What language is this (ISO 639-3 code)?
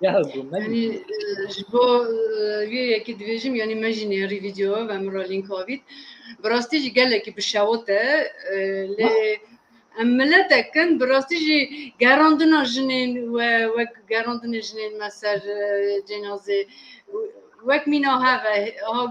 kur